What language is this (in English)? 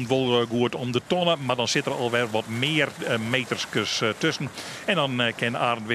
Western Frisian